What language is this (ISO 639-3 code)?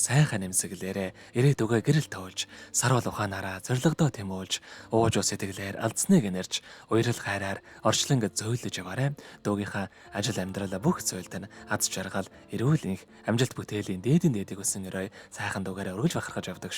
mon